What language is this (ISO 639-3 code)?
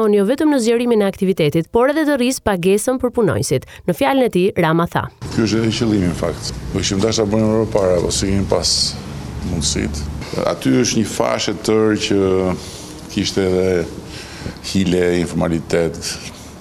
sqi